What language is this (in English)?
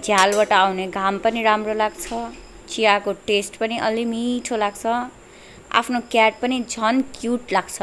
Nepali